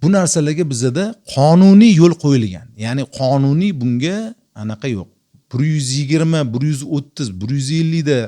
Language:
Uzbek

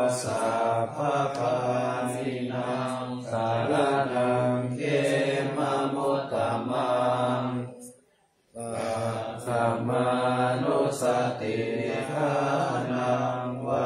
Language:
Pali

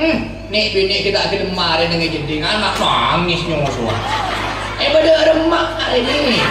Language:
Madurese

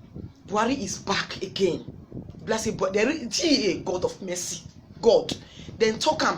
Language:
Nigerian Pidgin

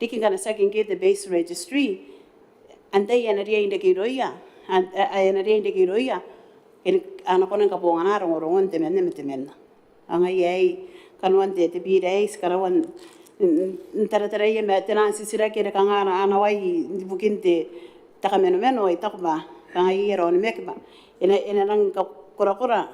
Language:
Gilbertese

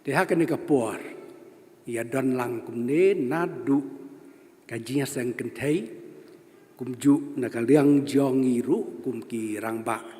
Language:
Khasi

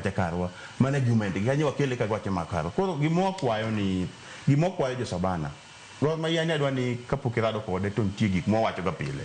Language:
Luo (Kenya and Tanzania)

